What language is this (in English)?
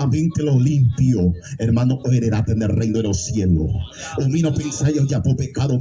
Guarani